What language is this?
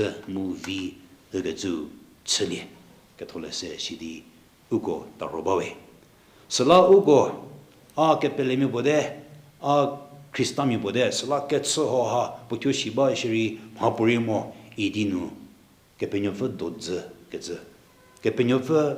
Angami Naga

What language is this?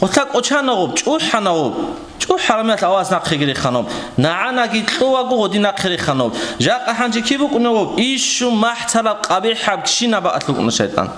Avaric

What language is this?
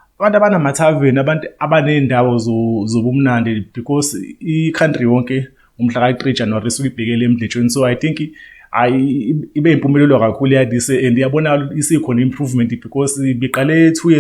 Zulu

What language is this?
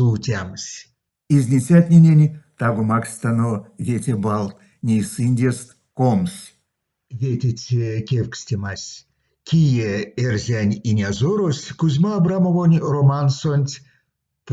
Erzya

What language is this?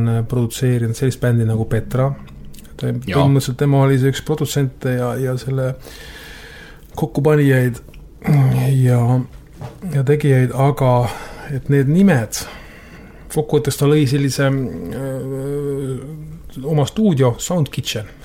Estonian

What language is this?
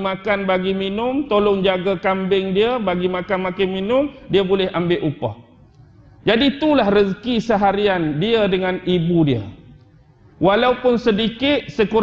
Malay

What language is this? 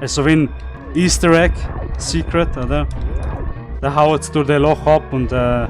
Swiss German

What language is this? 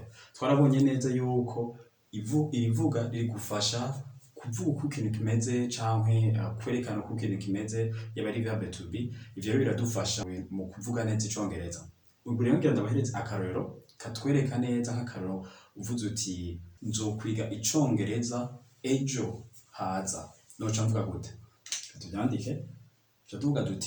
Rundi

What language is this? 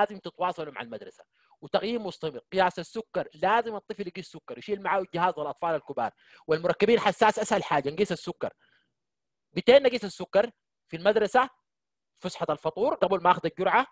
Sudanese Arabic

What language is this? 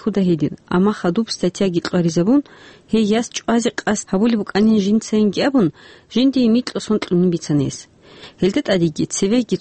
Avaric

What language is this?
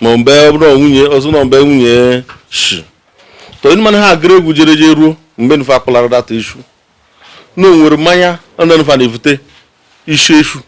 Igbo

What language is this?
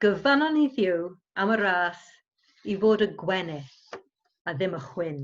Welsh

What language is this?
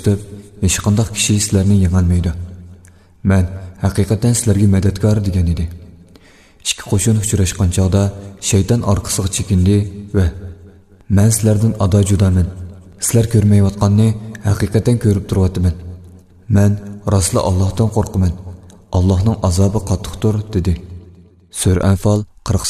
Uyghur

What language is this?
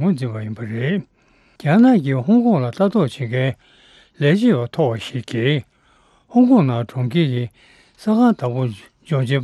Tibetan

